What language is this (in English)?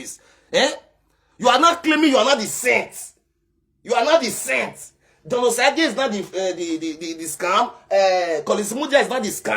Nigerian Pidgin